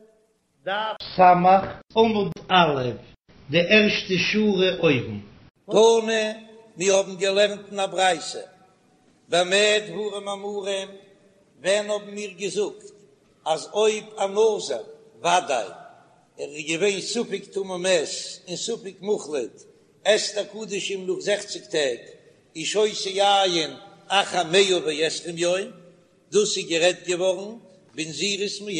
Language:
Yiddish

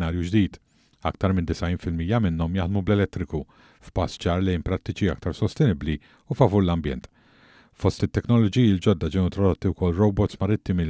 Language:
Maltese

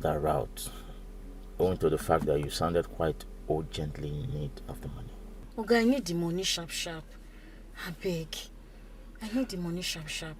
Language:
Nigerian Pidgin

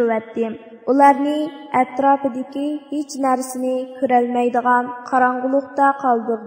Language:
Uyghur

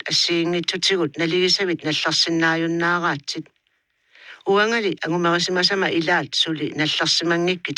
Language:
Kalaallisut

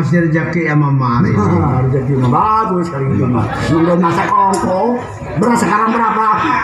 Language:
Betawi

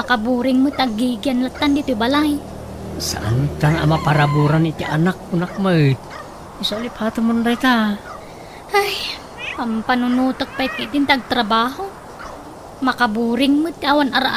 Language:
Iloko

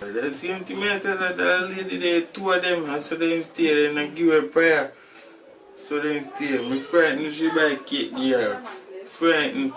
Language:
Jamaican Creole English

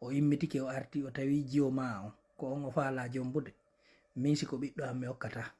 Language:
Fula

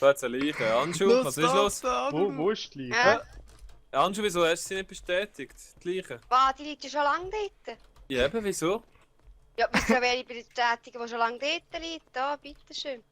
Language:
Swiss German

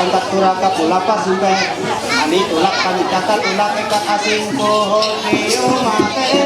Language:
Ma'anyan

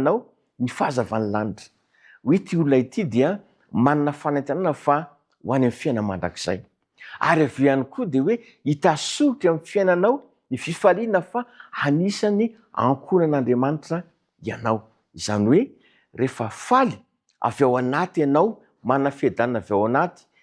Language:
Malagasy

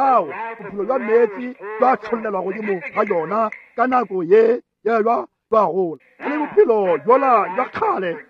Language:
Northern Sotho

